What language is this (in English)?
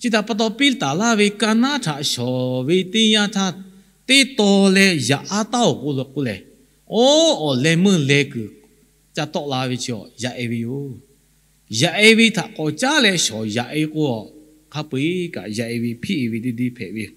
Lahu